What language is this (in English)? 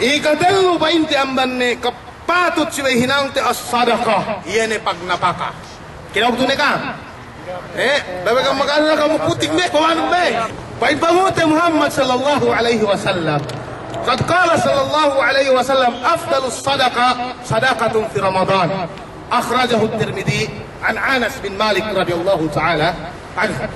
Yakan